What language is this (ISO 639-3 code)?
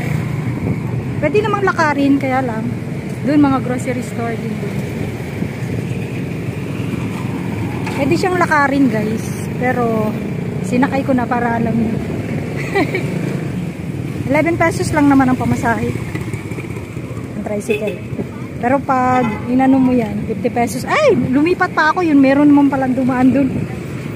fil